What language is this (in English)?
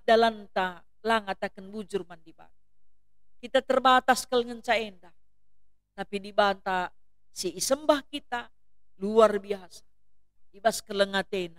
Batak Karo